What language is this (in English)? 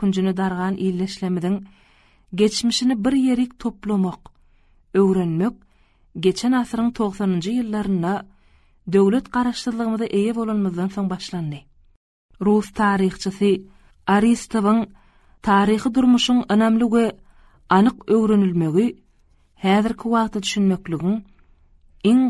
Turkmen